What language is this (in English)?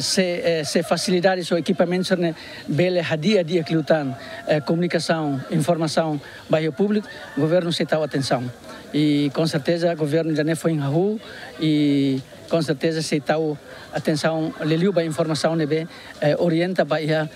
Tetum